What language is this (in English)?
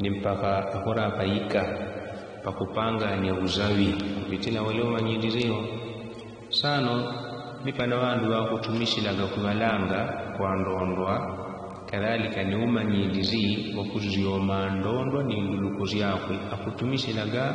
Yao